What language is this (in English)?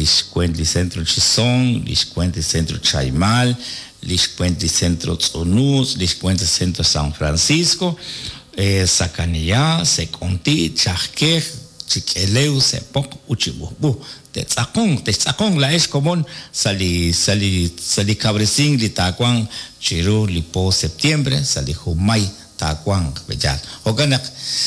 Kekchí